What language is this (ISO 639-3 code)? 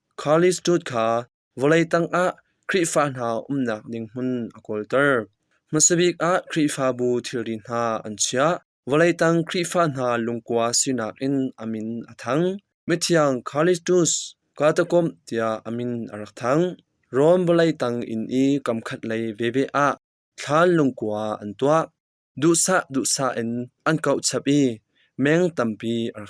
cnh